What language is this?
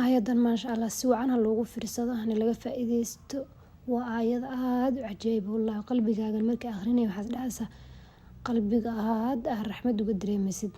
Somali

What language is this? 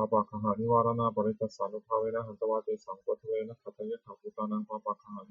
Pali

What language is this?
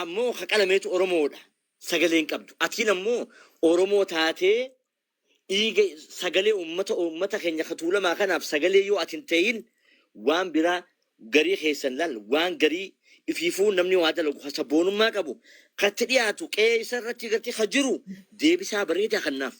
Oromo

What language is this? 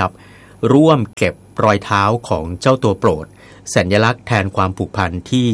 Thai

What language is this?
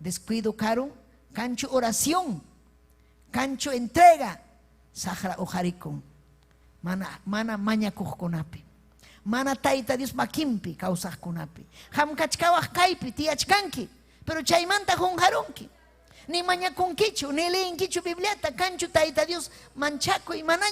Ayacucho Quechua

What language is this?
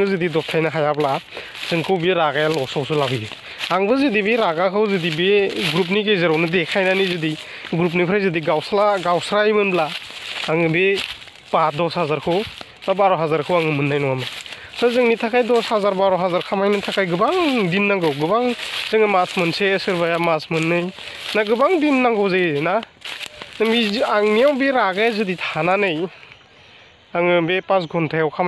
Bodo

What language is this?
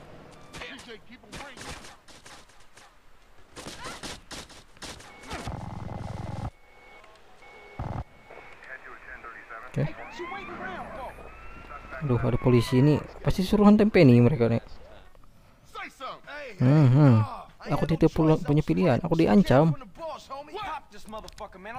Indonesian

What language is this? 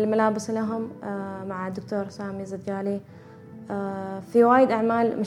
Gulf Arabic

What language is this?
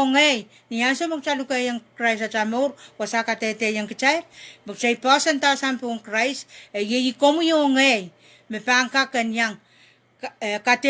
Pohnpeian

